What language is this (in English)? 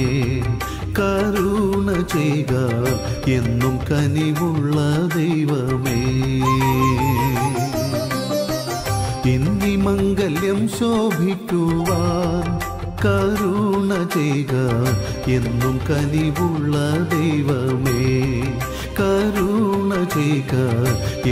Malayalam